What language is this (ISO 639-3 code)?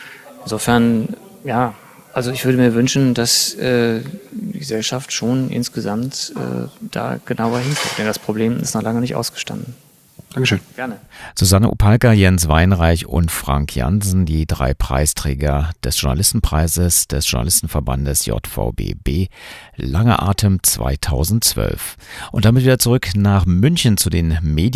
deu